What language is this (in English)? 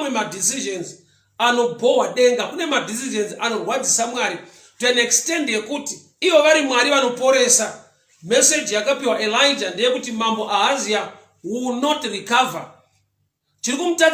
Shona